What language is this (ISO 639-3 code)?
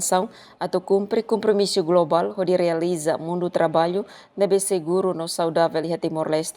tet